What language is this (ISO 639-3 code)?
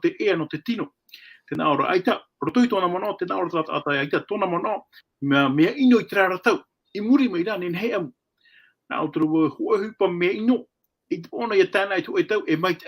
tah